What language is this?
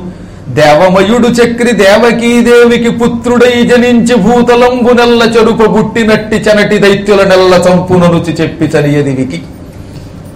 Telugu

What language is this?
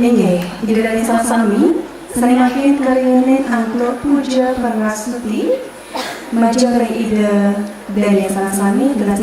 Balinese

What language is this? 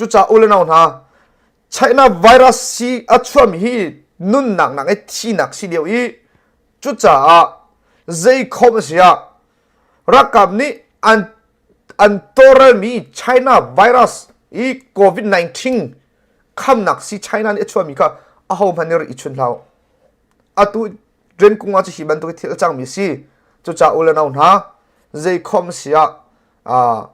Hakha Chin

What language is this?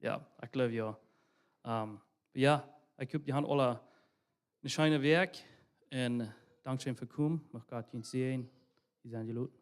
Plautdietsch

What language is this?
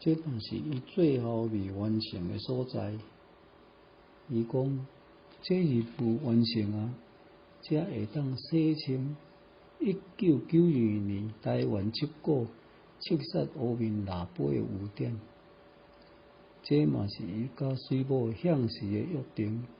Min Nan Chinese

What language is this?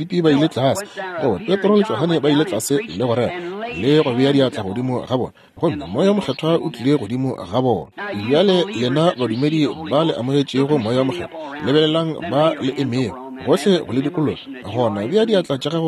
Northern Sotho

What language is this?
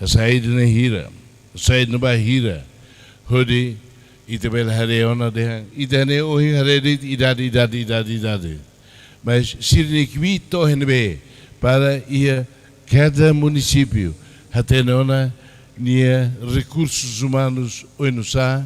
Tetum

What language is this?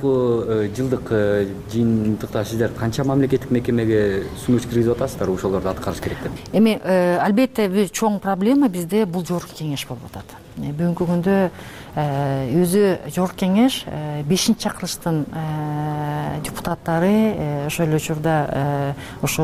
Kyrgyz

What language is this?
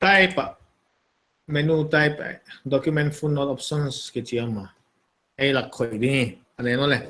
Paite Chin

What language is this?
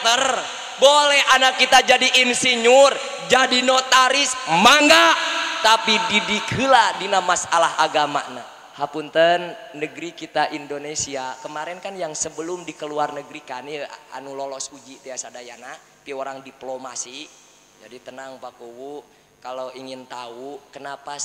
Sundanese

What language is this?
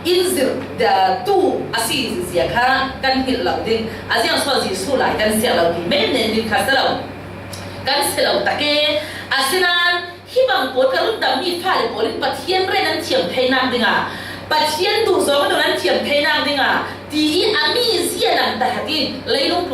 Falam Chin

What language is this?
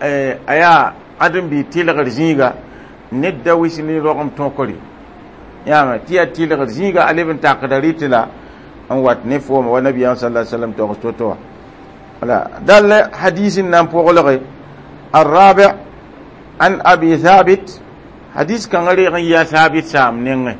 Mossi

